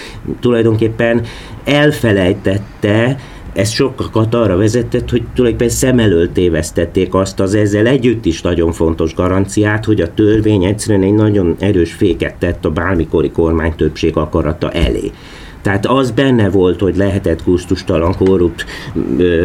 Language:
Hungarian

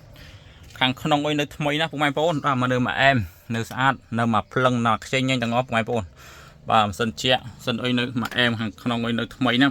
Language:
Khmer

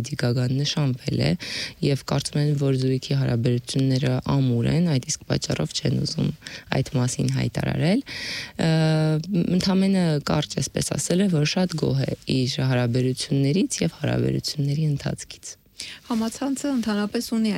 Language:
Armenian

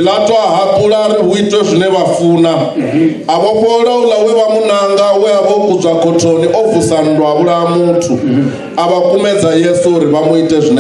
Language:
Venda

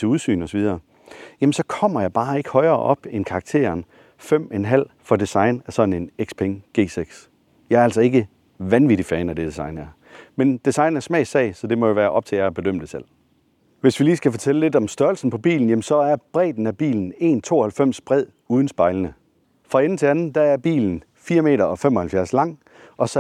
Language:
Danish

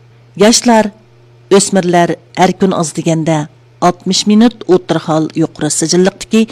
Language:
Uyghur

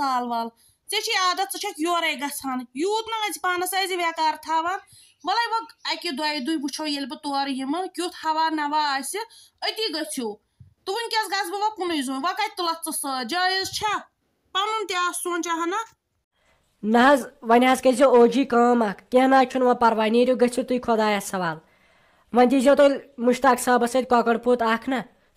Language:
Kashmiri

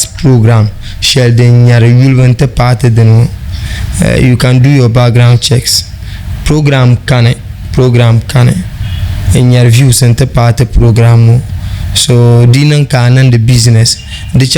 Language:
Dagbani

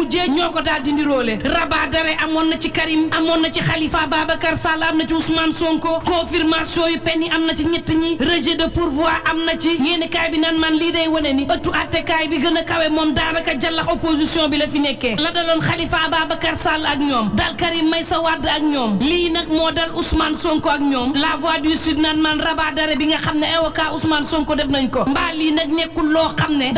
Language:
Wolof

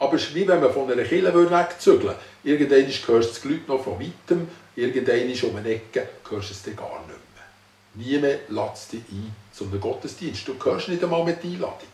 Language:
Swiss German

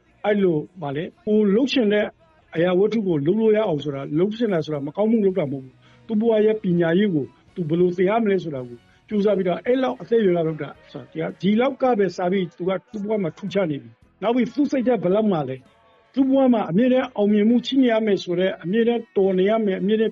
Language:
Burmese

